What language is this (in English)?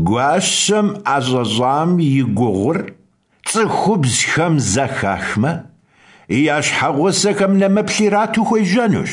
Kabardian